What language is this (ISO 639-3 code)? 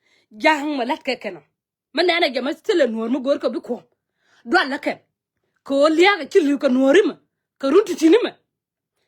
nus